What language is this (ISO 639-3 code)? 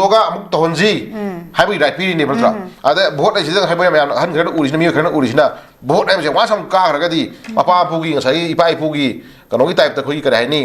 mni